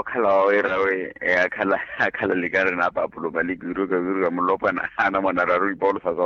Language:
Makhuwa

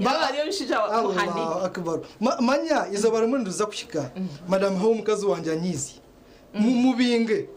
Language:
Nyankole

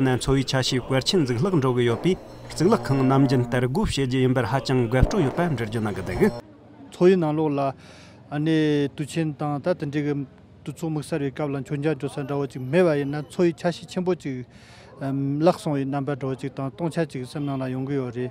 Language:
Tibetan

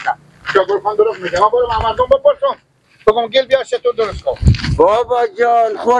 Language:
Persian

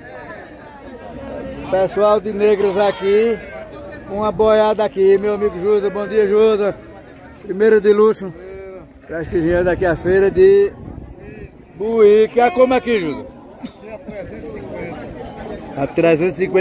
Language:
Portuguese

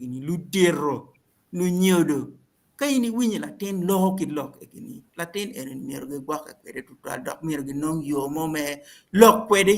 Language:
Acoli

